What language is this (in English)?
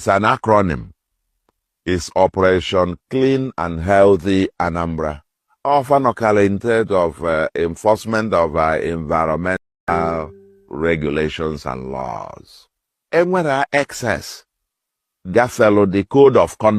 Igbo